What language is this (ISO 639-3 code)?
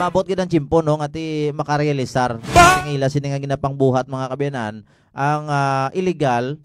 hil